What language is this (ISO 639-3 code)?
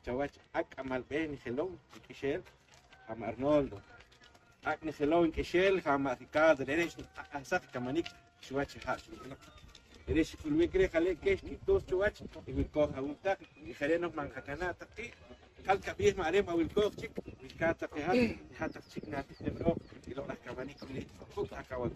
poh